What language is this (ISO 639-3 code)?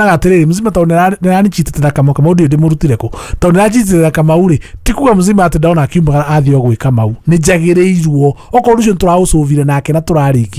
kik